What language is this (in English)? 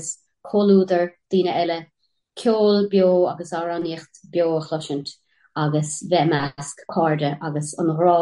Irish